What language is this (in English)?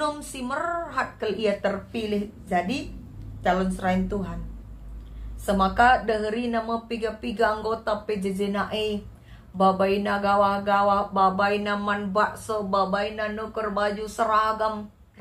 Batak Karo